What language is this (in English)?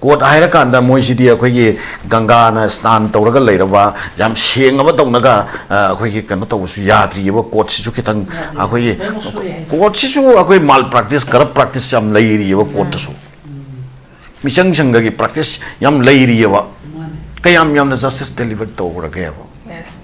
Manipuri